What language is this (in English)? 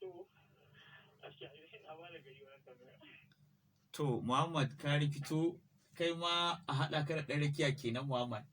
Hausa